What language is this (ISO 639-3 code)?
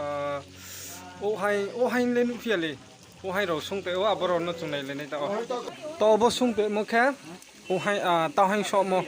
ria